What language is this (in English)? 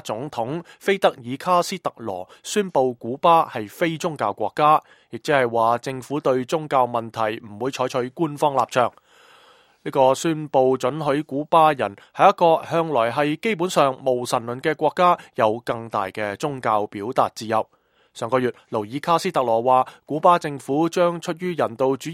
Cantonese